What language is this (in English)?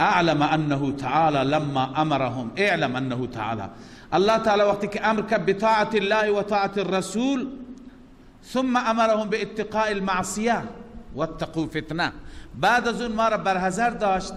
Persian